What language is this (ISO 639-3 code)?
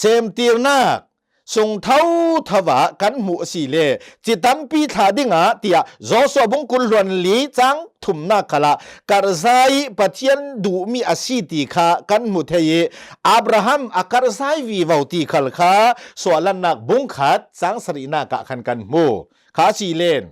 cnh